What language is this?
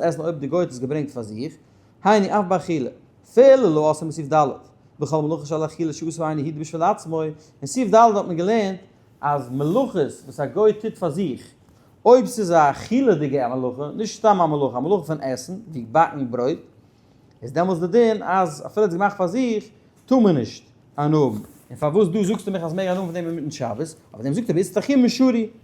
Yiddish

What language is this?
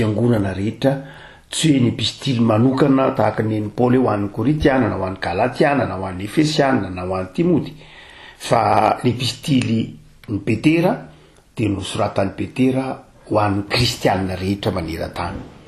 Malagasy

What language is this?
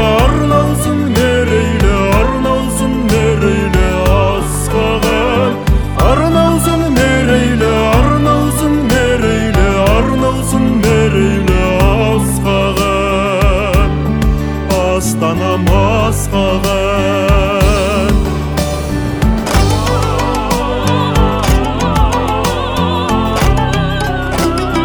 Kazakh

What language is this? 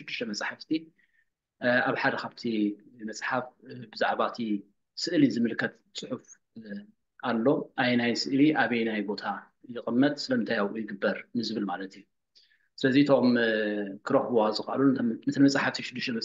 Tigrinya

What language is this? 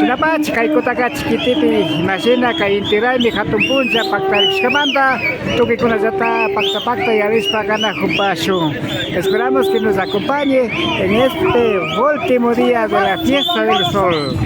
Imbabura Highland Quichua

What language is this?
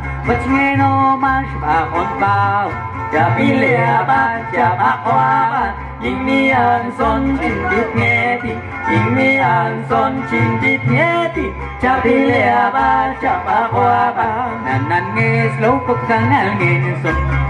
Popti'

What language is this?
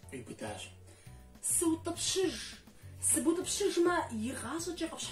Kabardian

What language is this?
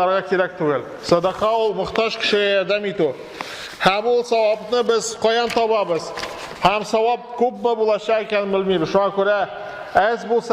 Tatar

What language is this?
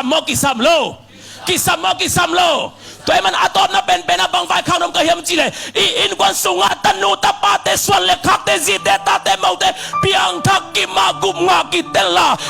Tedim Chin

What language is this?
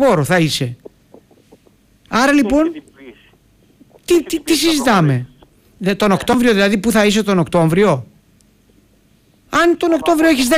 Greek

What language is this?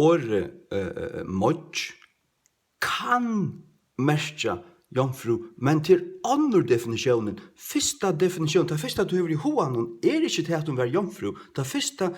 Faroese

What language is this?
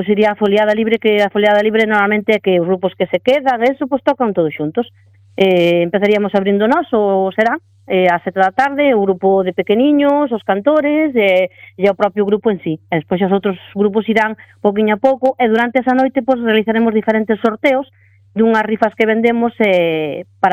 Galician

